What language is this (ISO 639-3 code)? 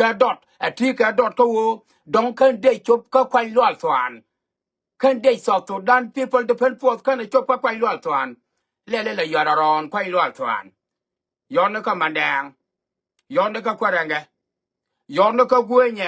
nus